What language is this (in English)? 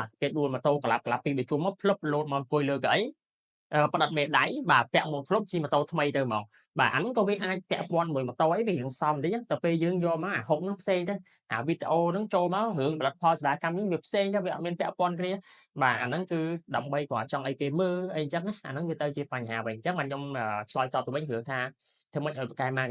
Khmer